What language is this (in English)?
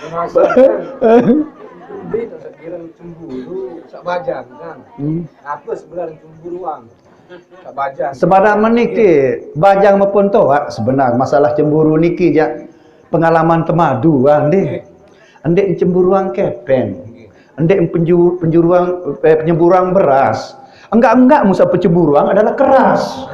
Sasak